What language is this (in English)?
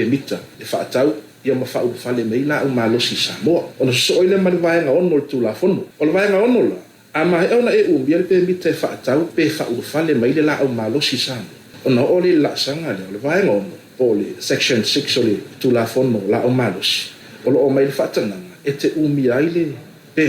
Samoan